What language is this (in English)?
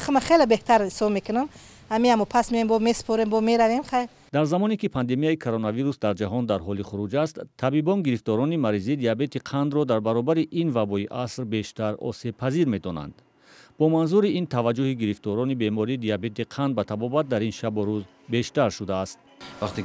Tajik